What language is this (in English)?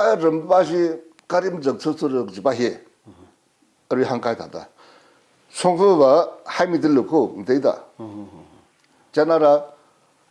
Tangkhul Naga (India)